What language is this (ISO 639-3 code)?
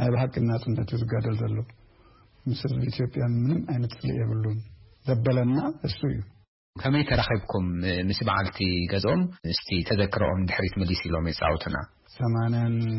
tir